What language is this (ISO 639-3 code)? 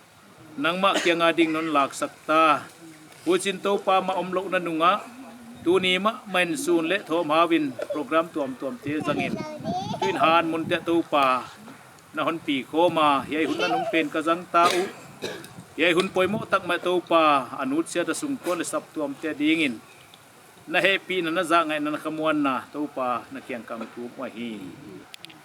pck